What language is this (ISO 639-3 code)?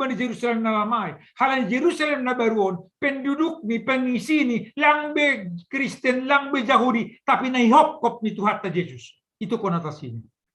bts